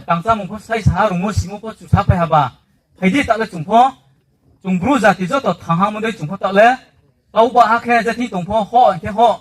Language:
Riang (India)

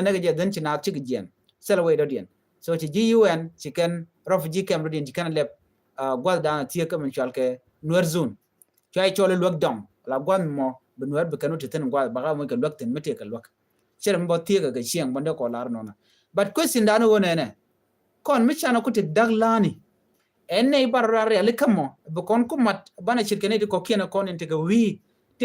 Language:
Nuer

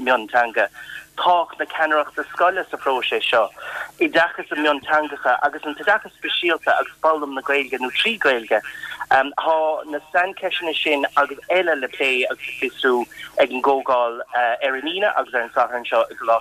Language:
Irish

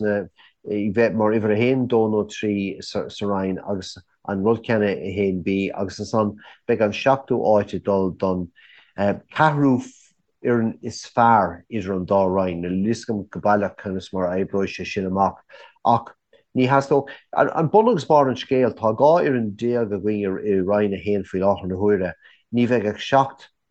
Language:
Irish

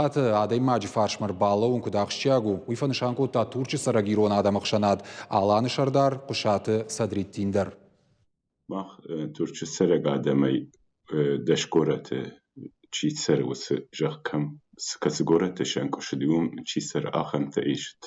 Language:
Ossetic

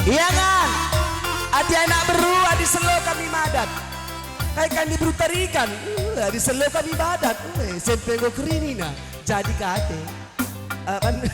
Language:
Batak Karo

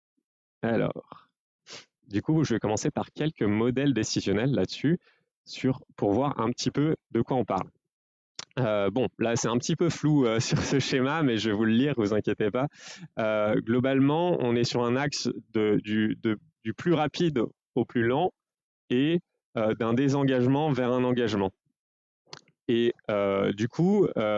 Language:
French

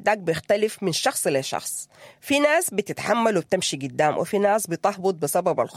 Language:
Sudanese Arabic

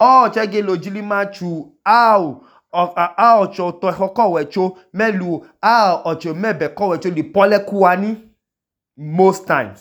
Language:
Idoma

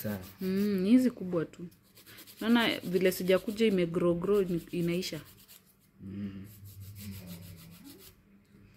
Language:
Swahili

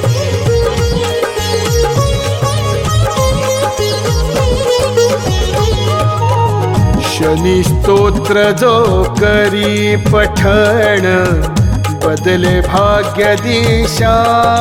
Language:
Marathi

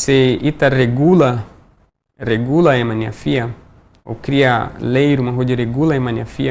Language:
Tetum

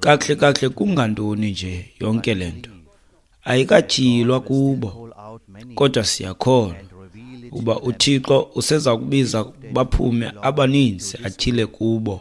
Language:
Xhosa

